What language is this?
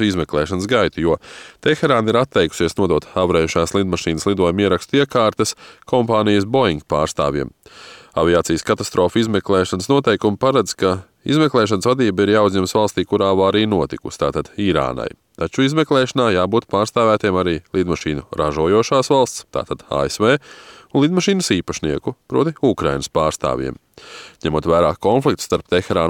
Latvian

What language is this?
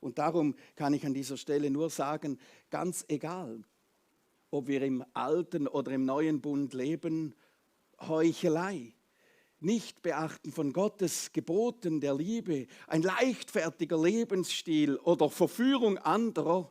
Swiss German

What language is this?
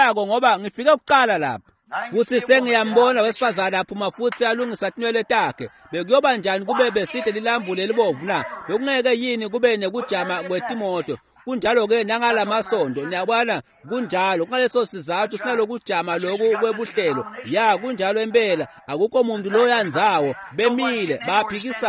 Swati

